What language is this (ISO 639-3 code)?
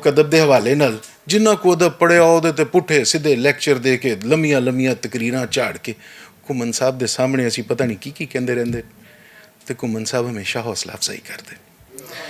lah